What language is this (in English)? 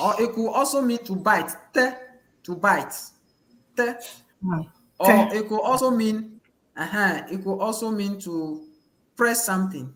Ewe